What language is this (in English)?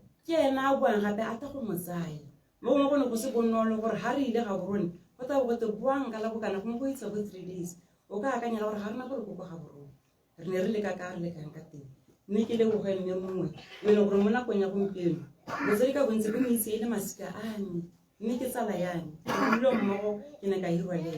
Tswana